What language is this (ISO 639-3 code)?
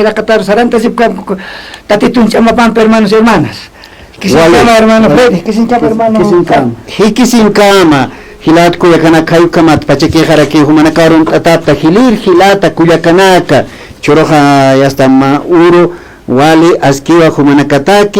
aym